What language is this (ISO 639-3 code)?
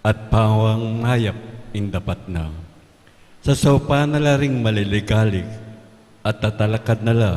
pam